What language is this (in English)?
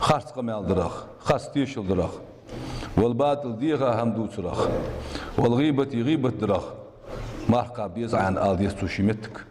Ingush